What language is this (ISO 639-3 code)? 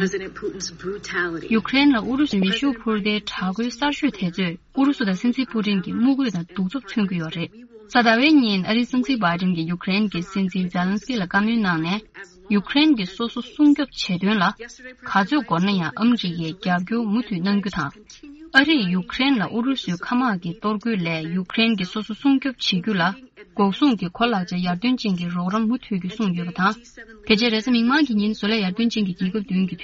bod